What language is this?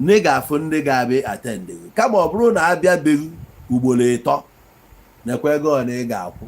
Igbo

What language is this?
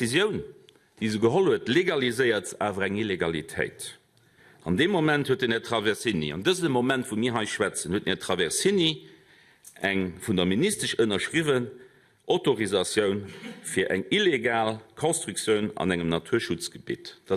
Luxembourgish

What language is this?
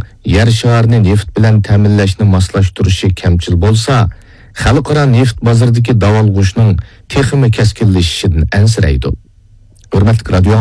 Uyghur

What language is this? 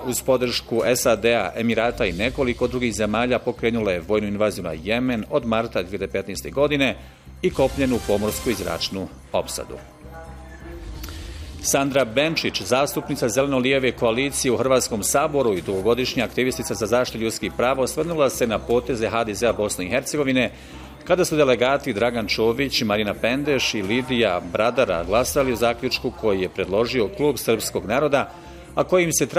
Bosnian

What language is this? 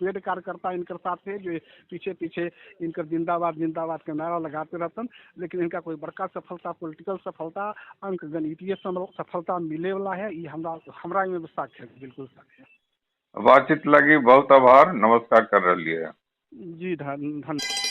Magahi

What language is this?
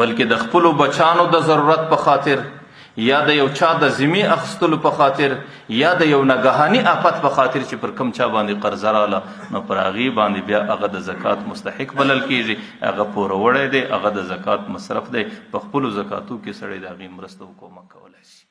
Pashto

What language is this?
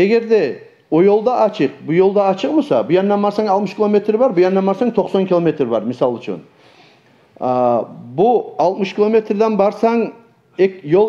Kumyk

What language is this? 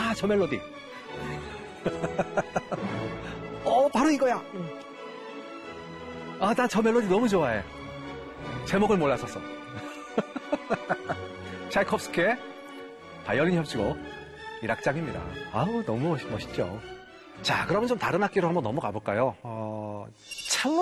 Korean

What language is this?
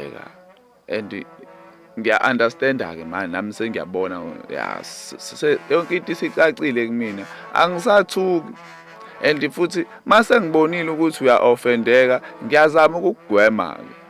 Zulu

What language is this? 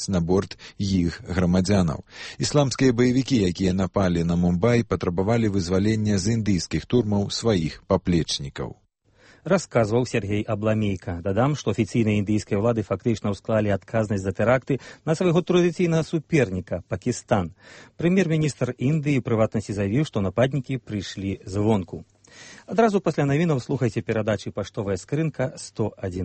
Belarusian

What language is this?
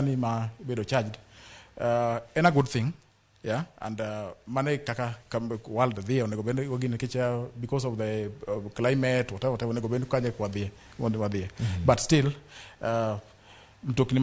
Luo (Kenya and Tanzania)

